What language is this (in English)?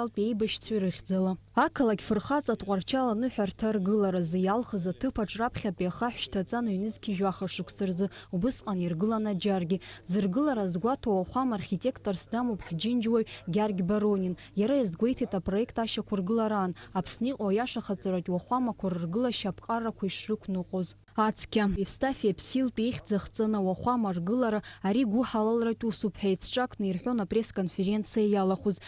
Abkhazian